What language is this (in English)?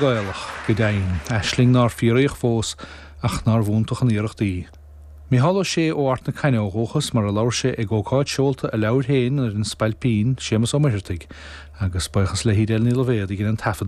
Irish